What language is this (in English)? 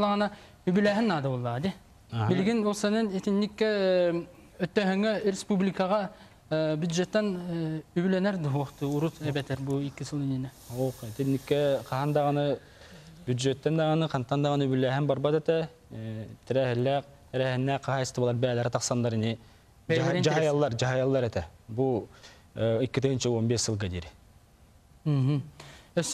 Yakut